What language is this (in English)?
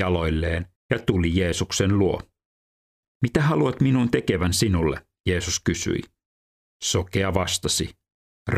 Finnish